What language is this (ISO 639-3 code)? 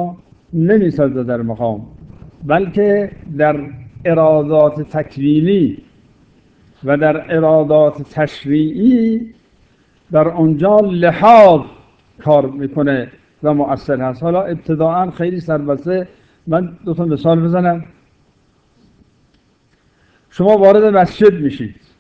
fas